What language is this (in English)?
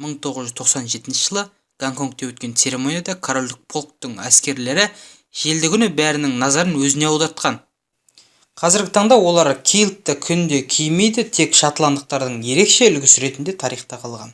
Kazakh